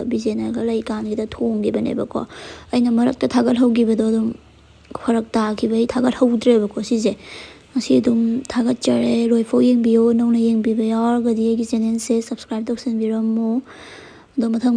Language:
Manipuri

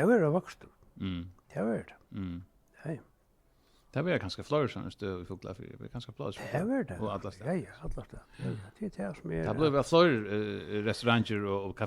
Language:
Faroese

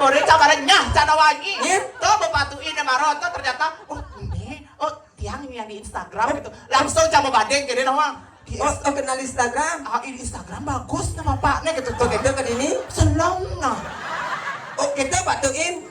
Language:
Balinese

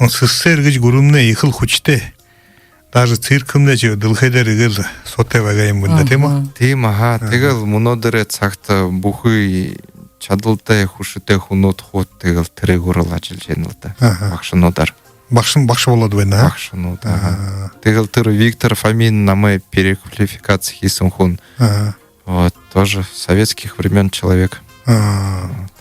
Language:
Buriat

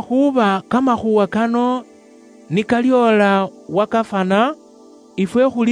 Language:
Luyia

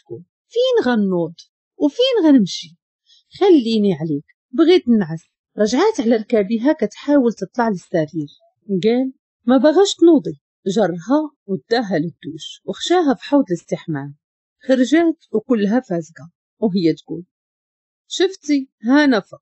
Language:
Moroccan Arabic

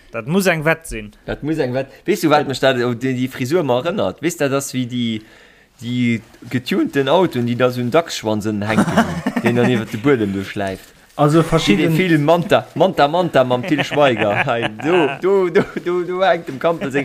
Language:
Luxembourgish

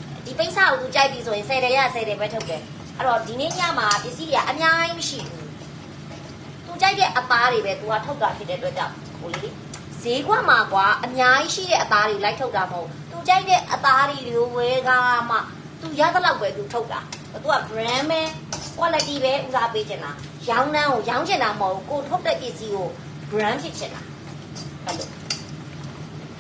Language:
Burmese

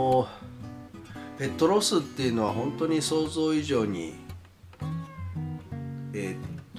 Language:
Japanese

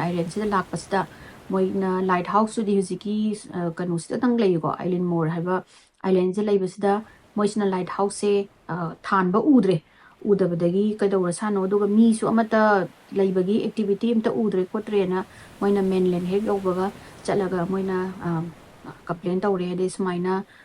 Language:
Manipuri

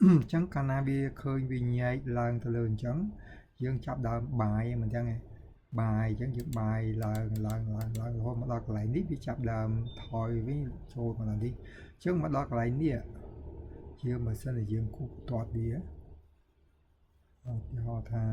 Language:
Khmer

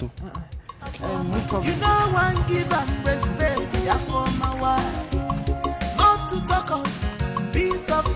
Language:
Nigerian Pidgin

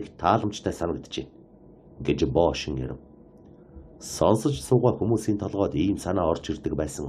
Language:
Mongolian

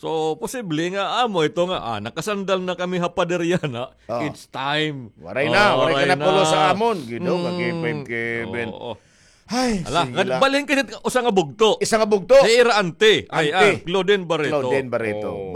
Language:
Waray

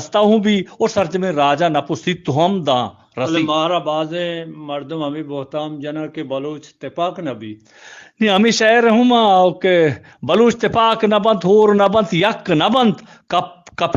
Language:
Eastern Balochi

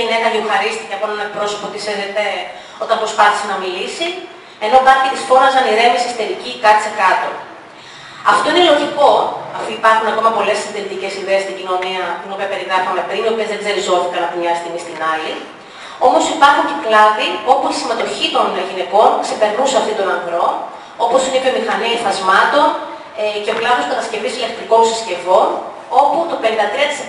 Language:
Greek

